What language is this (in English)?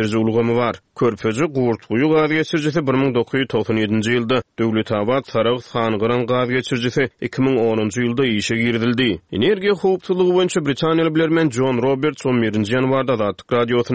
Turkmen